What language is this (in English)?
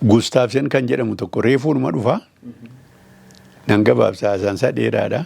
Oromo